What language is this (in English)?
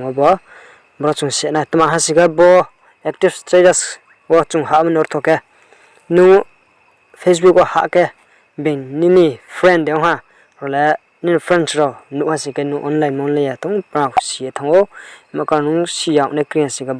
Riang (India)